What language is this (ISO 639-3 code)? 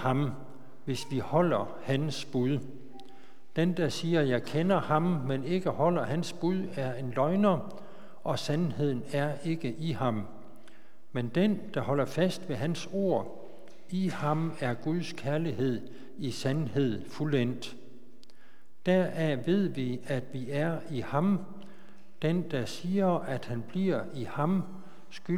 dan